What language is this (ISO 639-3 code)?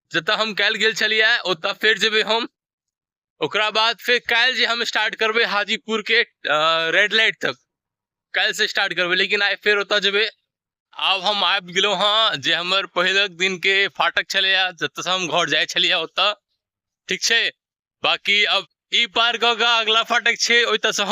mai